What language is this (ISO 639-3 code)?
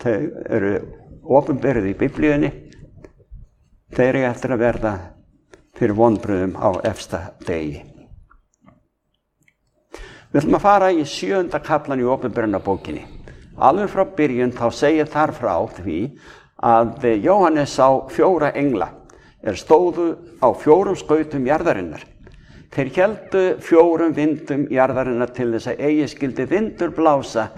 isl